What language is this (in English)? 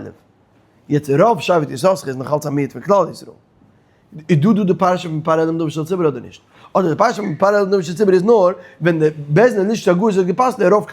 Yiddish